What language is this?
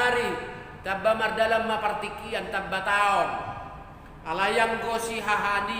Batak Toba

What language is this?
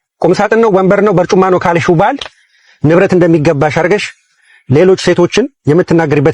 Amharic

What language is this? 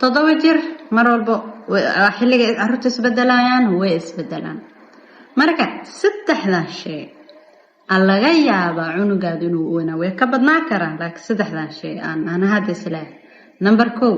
Somali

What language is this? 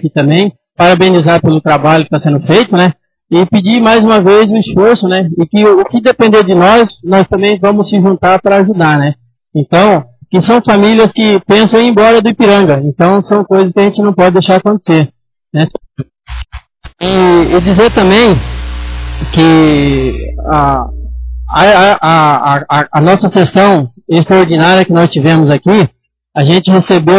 Portuguese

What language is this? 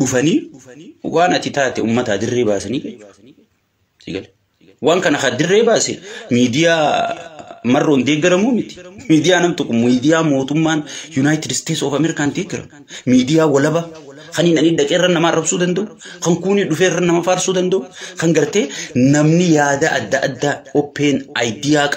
Oromo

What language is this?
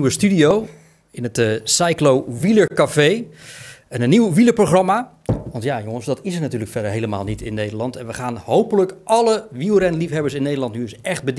Dutch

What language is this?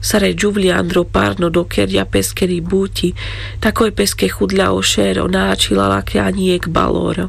Carpathian Romani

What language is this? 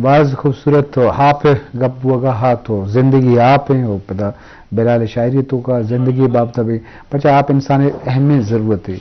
Eastern Balochi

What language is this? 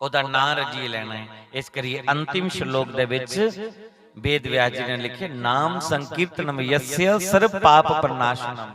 Dogri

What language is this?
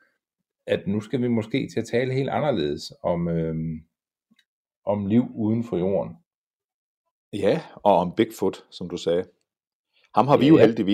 Danish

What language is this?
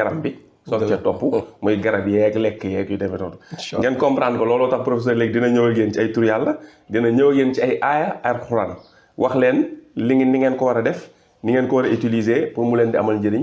Wolof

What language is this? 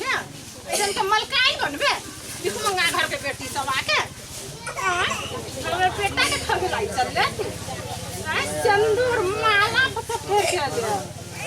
Maithili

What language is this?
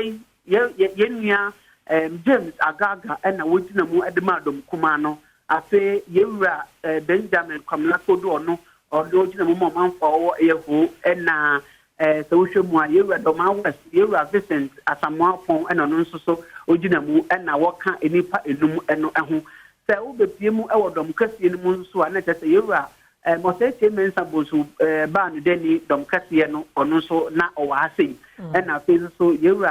Akan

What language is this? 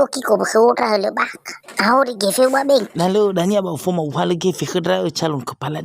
Nias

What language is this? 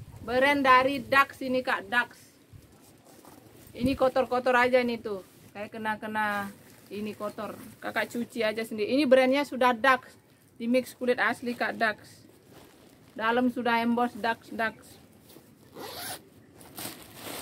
Indonesian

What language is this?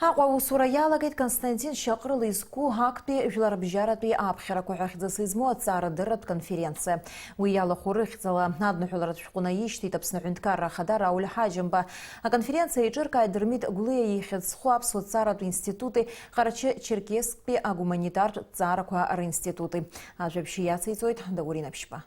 Abkhazian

